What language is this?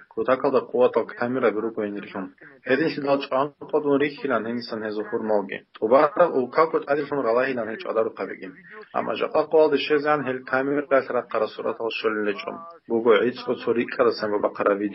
Avaric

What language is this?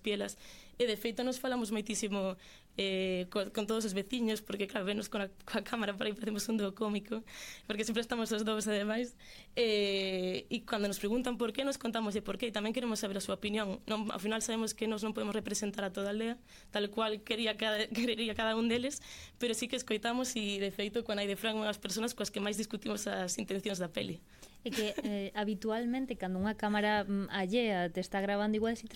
Galician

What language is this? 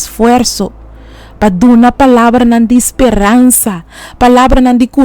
Papiamento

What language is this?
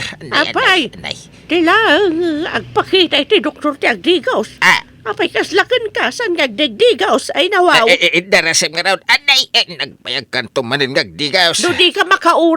Iloko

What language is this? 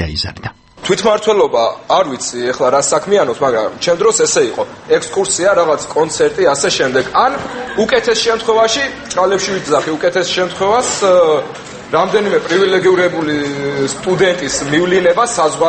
Georgian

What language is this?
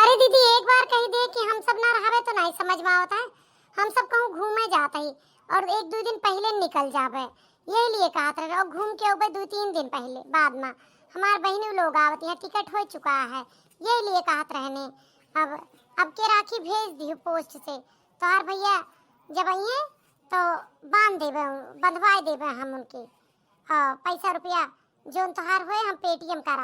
Awadhi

